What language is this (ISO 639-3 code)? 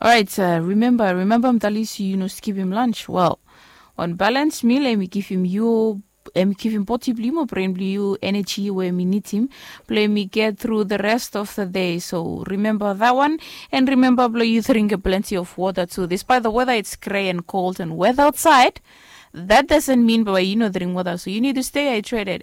bis